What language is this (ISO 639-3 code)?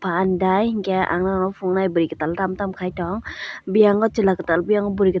trp